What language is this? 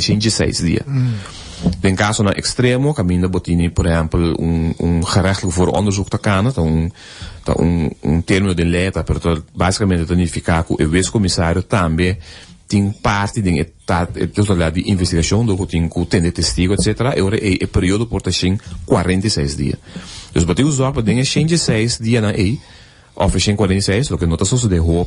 Papiamento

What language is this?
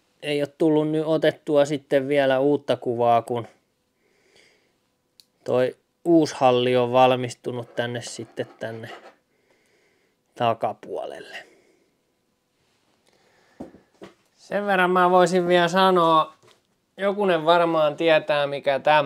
Finnish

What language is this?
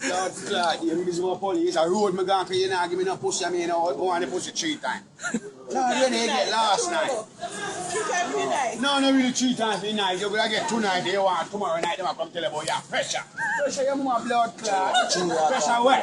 Jamaican Creole English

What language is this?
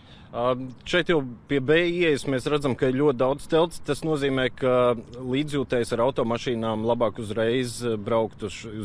Latvian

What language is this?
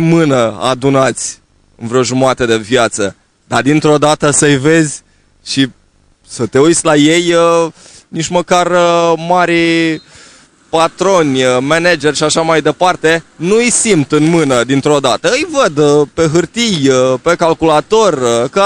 Romanian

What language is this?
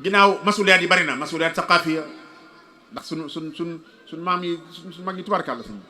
Wolof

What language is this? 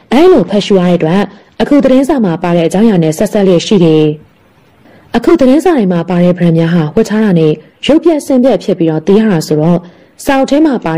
Burmese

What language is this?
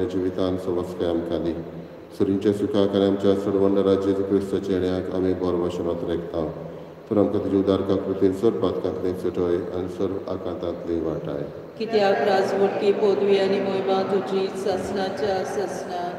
Konkani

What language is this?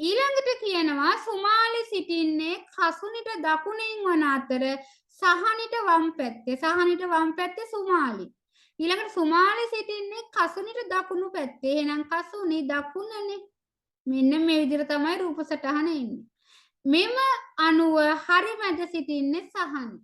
Sinhala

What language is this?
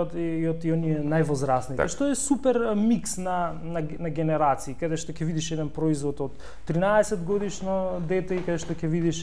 Macedonian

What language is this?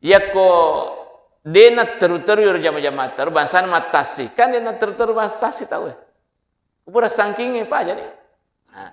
Buginese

